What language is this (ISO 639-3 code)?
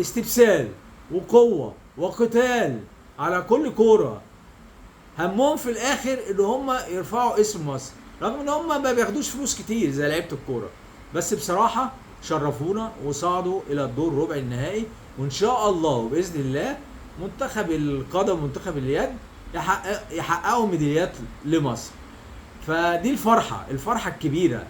arz